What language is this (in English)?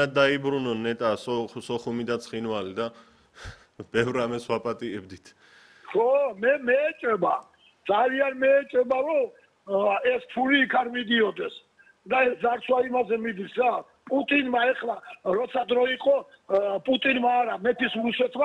Georgian